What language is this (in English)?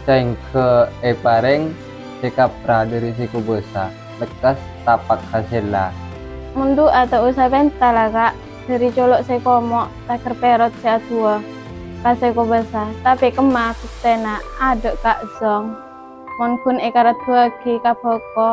Madurese